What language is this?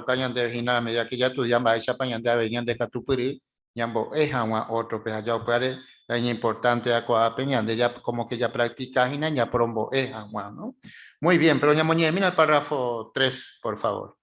Guarani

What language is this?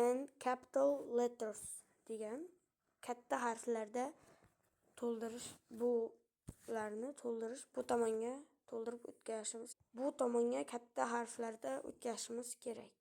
Uzbek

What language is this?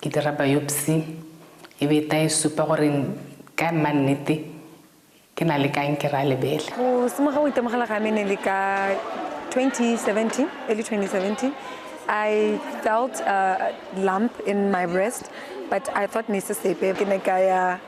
Tswana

